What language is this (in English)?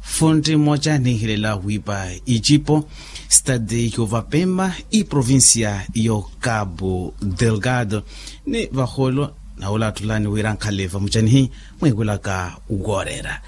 Makhuwa